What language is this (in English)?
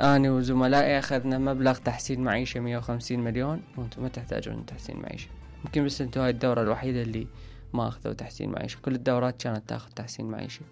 Mesopotamian Arabic